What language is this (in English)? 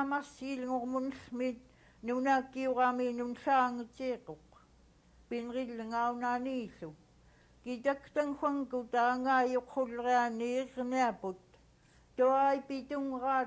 Central Yupik